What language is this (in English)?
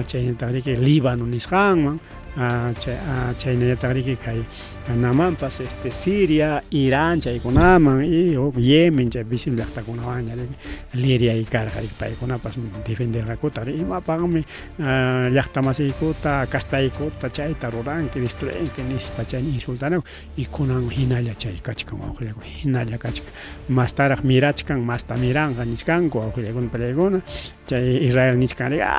Ayacucho Quechua